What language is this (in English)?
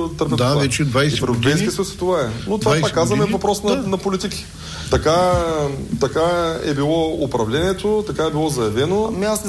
Bulgarian